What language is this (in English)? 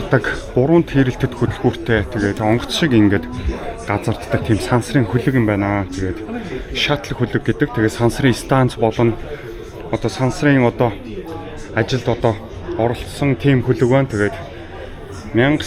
Mongolian